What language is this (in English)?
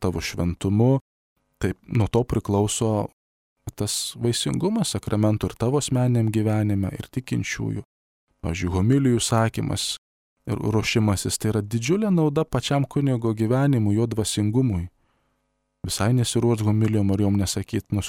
Lithuanian